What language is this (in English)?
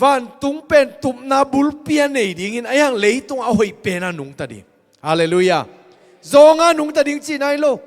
Tedim Chin